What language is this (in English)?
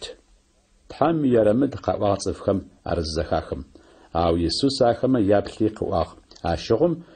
Adyghe